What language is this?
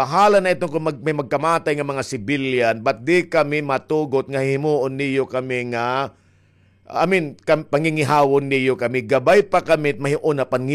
Waray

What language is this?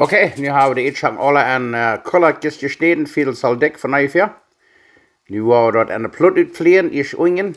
Plautdietsch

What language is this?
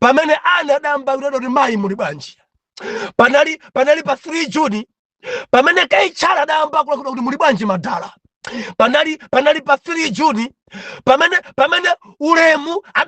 Nyanja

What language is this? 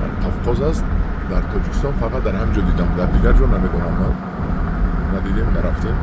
Tajik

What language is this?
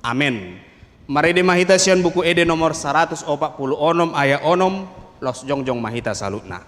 Batak Toba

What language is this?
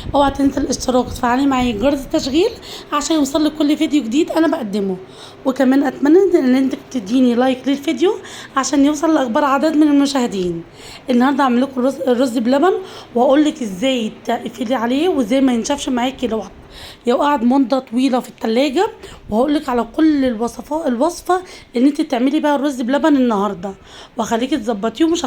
Egyptian Arabic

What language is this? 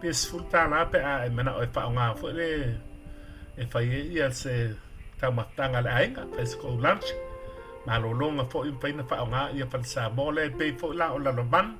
Samoan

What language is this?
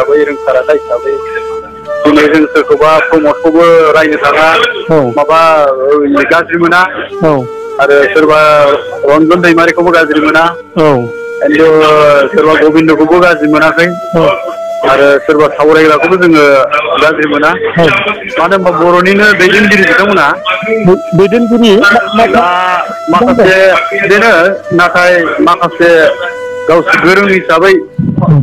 Bodo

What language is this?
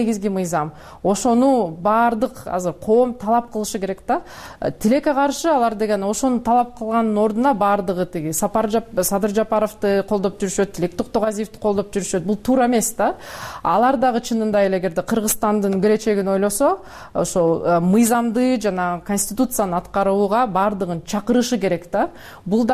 Kyrgyz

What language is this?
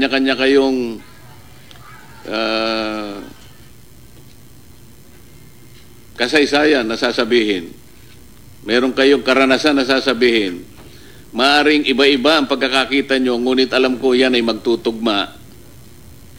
Filipino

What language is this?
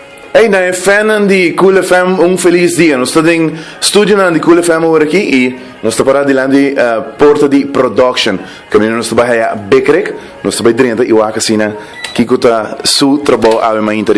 Papiamento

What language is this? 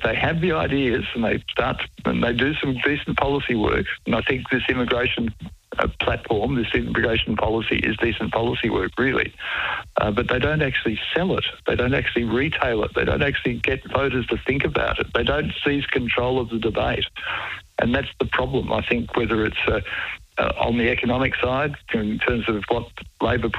English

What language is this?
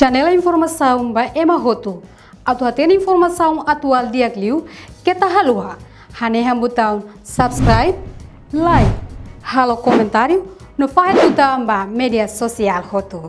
Tetum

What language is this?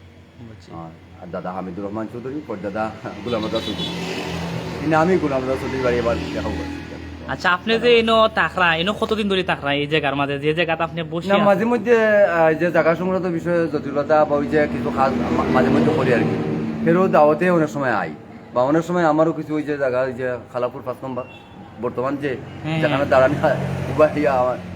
Sylheti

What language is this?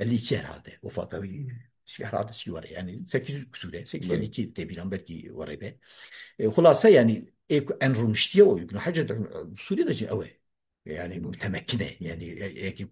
Kurdish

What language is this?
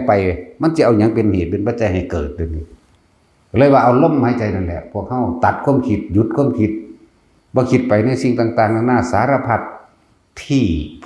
Northeastern Thai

